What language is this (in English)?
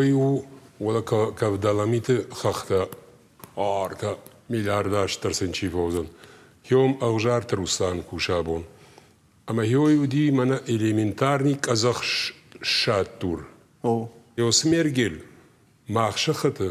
Ossetic